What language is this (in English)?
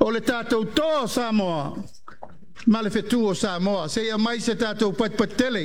Samoan